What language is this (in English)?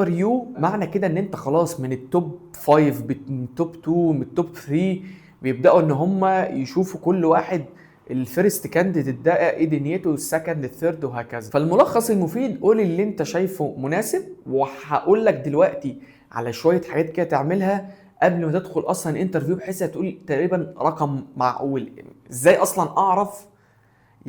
Egyptian Arabic